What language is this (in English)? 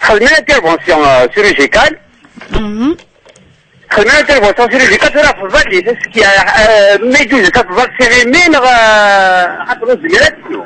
Kabyle